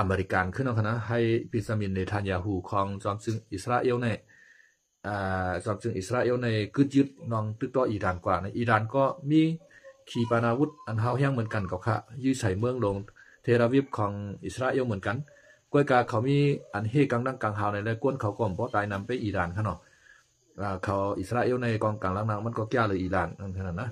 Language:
Shan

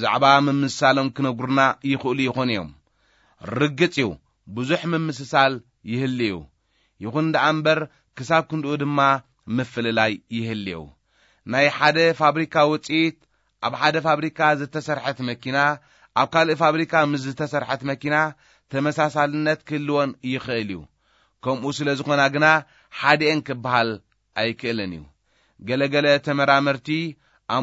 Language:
Tigrinya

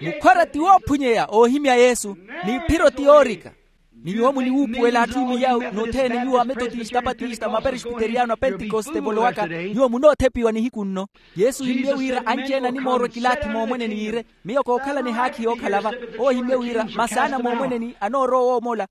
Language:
Makhuwa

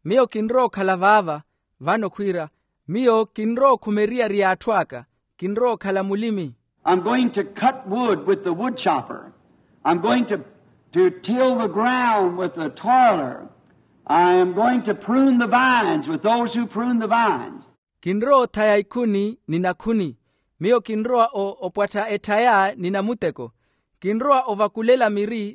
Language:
Makhuwa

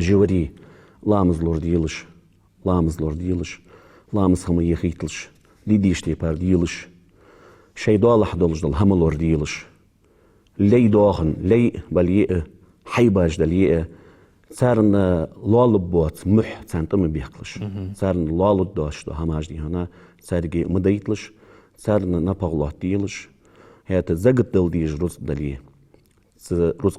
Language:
Ingush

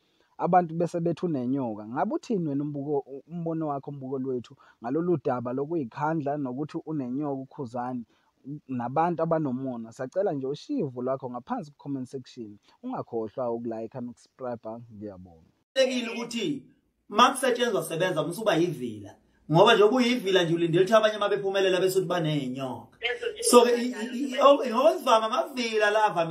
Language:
Zulu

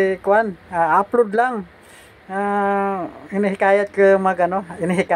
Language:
Filipino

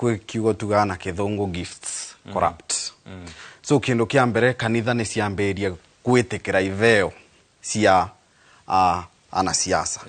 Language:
Kikuyu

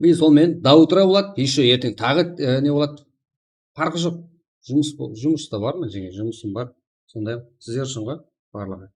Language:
Kara-Kalpak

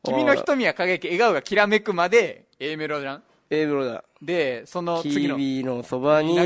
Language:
Japanese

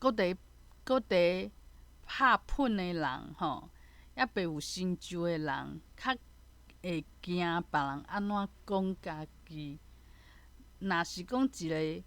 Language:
Min Nan Chinese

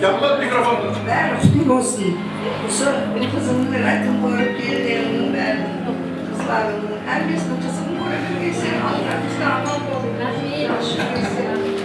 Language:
Kara-Kalpak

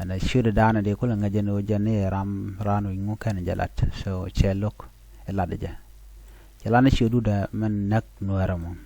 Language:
Nuer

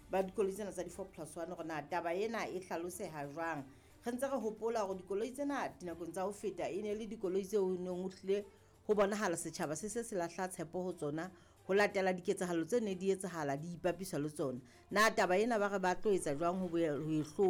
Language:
Southern Sotho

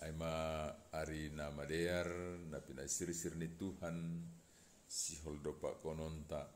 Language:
Batak Simalungun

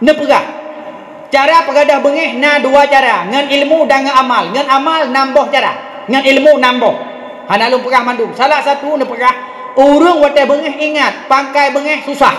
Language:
Achinese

